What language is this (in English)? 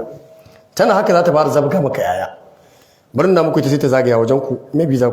Hausa